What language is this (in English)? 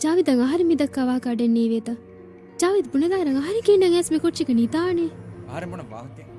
Divehi